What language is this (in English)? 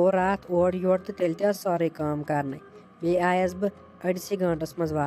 Kashmiri